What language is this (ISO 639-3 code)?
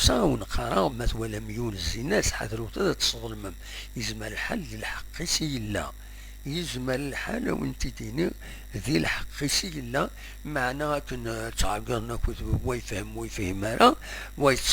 kab